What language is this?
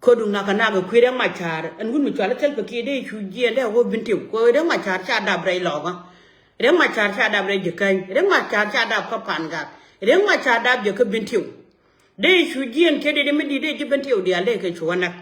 Nuer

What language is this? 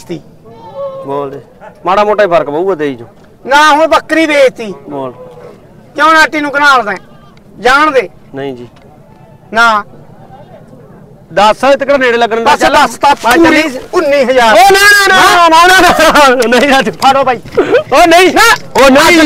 Punjabi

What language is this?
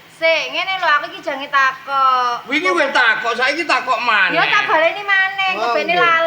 Javanese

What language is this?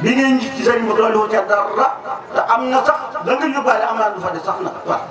Wolof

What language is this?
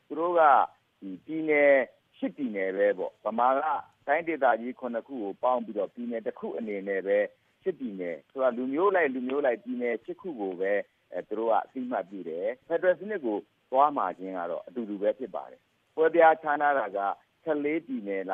Burmese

